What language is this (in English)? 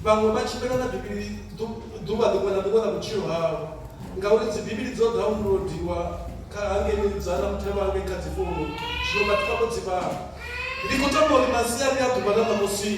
Venda